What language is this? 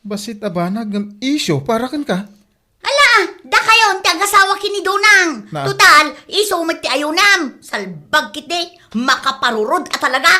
Iloko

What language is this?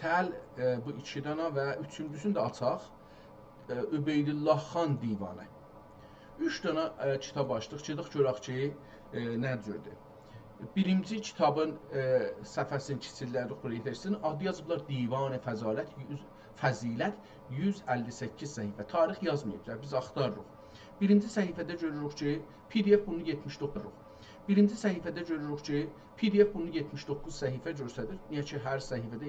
South Azerbaijani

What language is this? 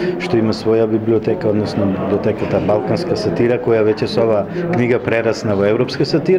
Macedonian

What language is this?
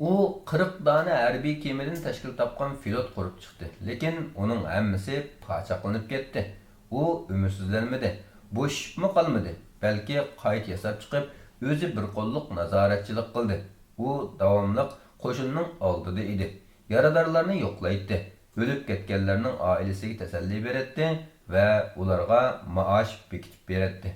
Uyghur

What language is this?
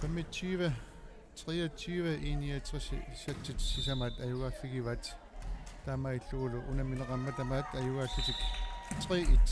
Kalaallisut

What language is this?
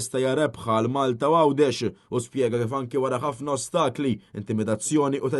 Maltese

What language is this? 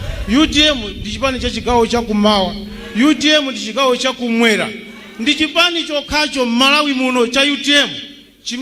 Nyanja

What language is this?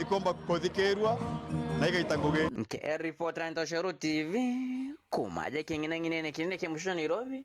Meru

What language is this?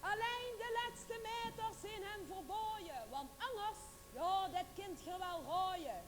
Limburgish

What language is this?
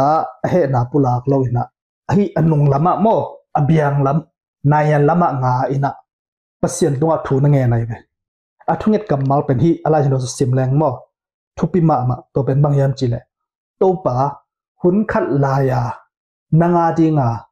Tedim Chin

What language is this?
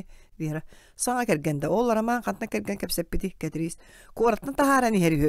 Yakut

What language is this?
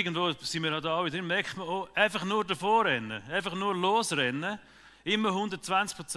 Swiss German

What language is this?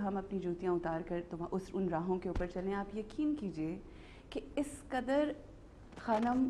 Urdu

